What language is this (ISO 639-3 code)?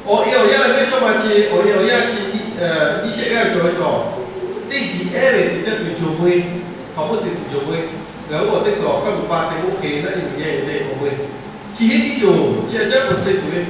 lhu